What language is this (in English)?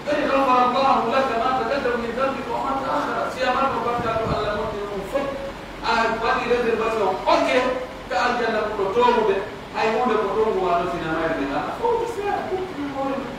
Pular